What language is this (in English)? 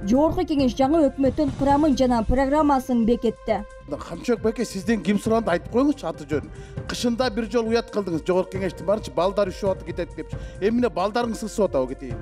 Kyrgyz